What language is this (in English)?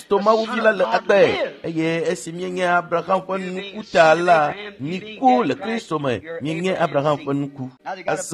Ewe